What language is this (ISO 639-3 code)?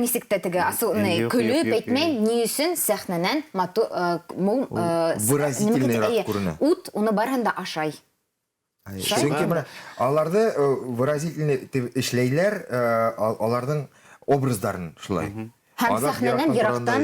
bak